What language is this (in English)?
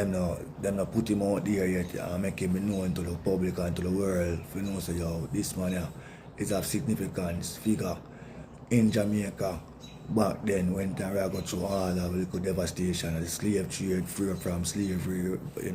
Jamaican Creole English